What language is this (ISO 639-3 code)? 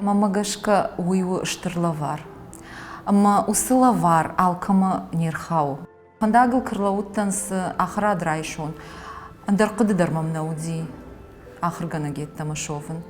oss